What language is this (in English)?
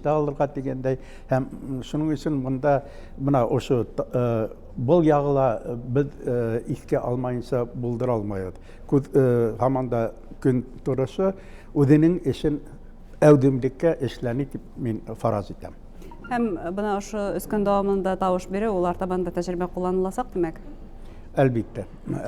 Bashkir